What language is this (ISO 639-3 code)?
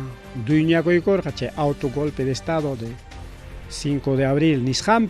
quy